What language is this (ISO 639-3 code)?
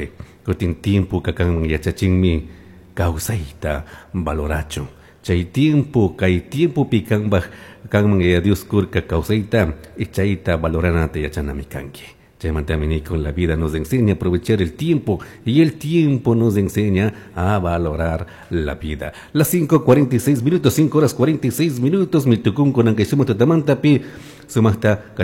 qug